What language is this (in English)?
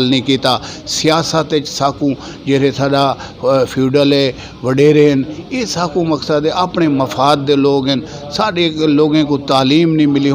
Saraiki